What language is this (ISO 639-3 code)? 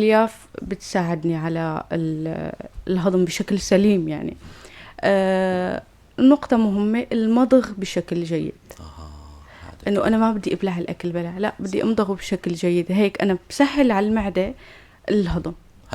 apc